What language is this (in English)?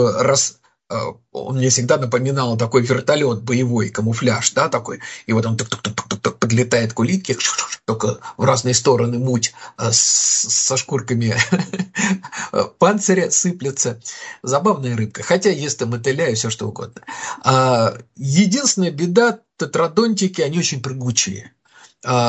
Russian